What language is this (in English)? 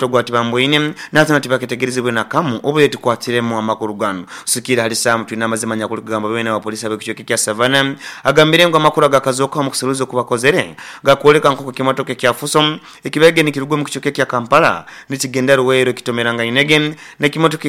Nyoro